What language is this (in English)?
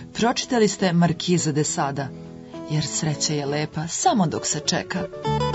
Serbian